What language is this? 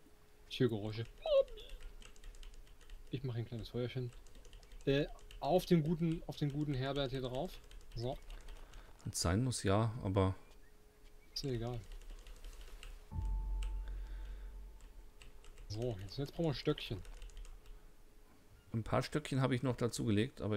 German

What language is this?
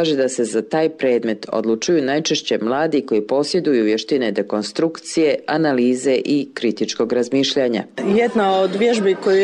Serbian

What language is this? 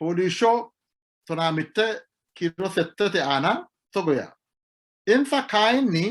Sidamo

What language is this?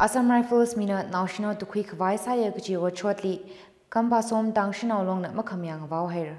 Tangkhul Naga (India)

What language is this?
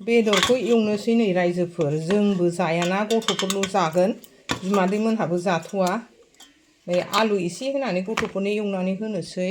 Bodo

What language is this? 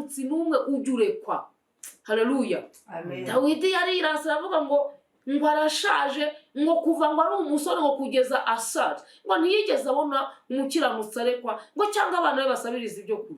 Kinyarwanda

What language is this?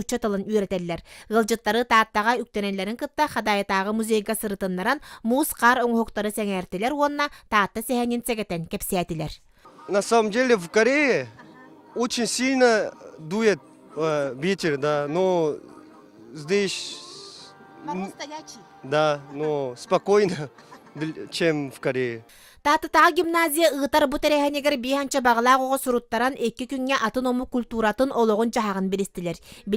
Yakut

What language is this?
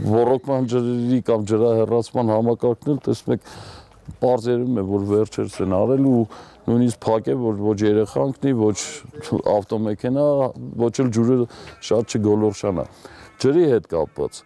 Armenian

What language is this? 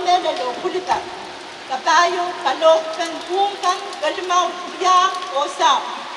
Pohnpeian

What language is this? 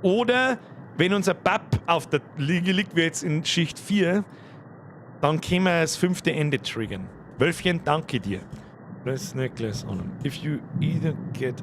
Bavarian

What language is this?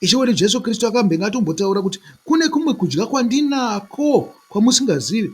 Shona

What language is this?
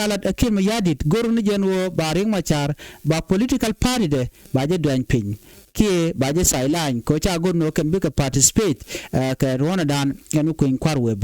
Nuer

